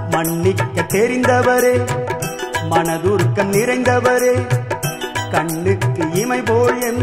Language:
Tamil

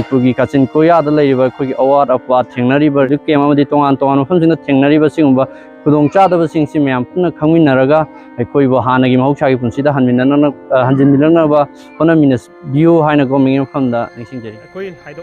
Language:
Manipuri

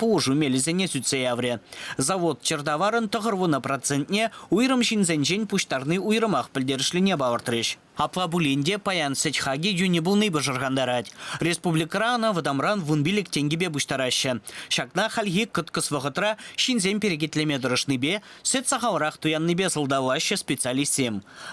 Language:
Chuvash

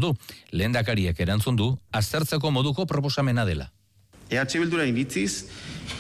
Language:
Basque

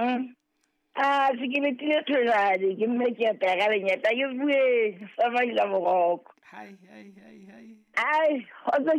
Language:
Southern Sotho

